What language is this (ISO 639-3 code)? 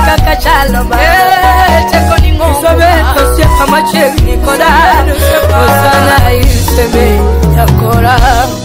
luo